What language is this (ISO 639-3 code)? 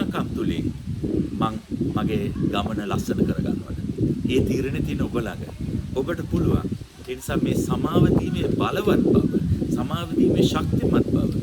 sin